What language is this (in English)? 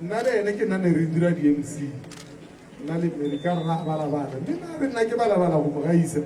Tswana